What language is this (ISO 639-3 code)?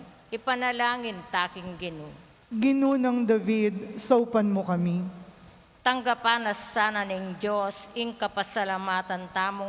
pam